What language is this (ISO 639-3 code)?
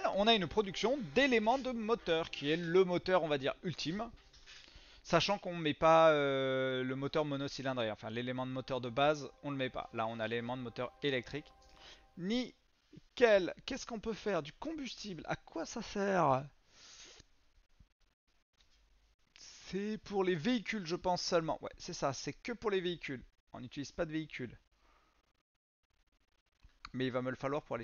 fra